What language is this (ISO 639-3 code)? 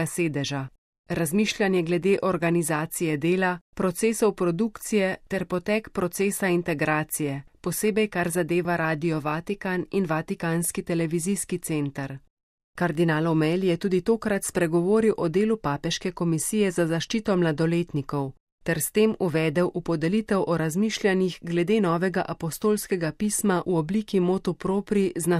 slv